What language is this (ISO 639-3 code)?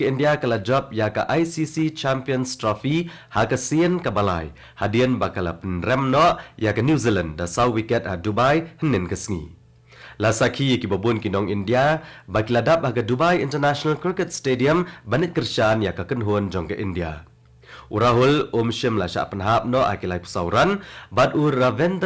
kha